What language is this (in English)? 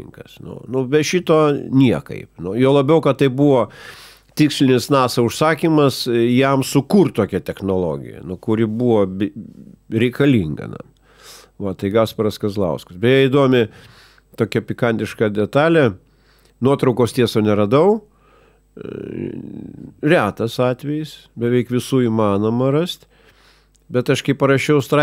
Lithuanian